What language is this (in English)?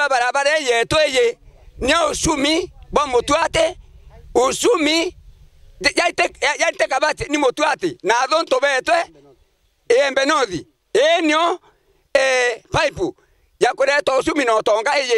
Meru